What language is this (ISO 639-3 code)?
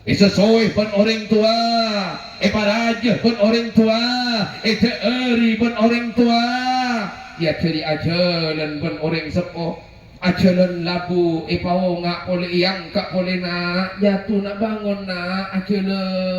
mad